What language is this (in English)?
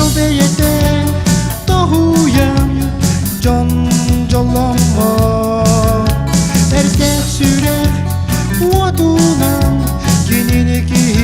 Yakut